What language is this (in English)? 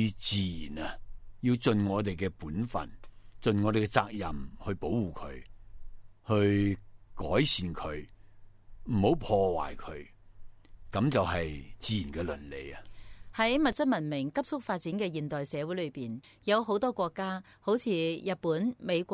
Cantonese